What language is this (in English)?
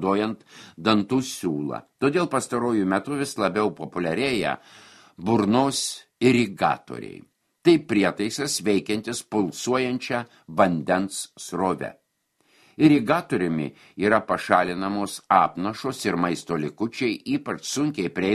Lithuanian